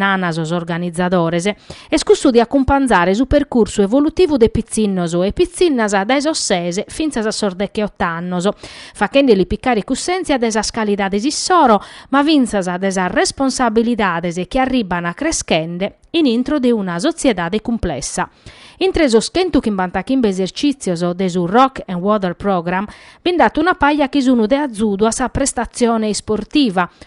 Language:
Sardinian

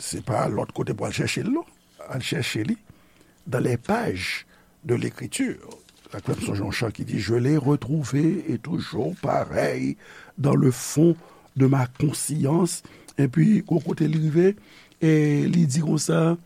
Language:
Haitian Creole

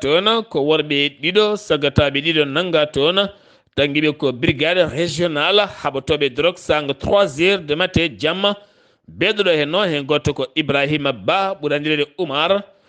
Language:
Fula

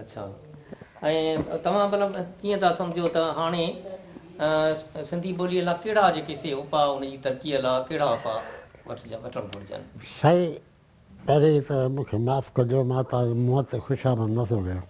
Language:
Sindhi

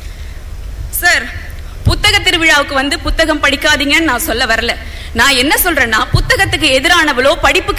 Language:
Tamil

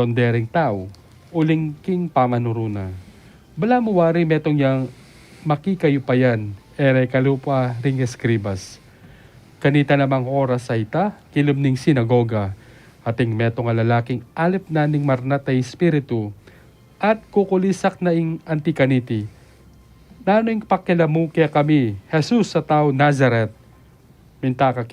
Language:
Pampanga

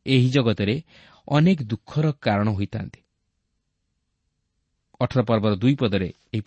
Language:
Odia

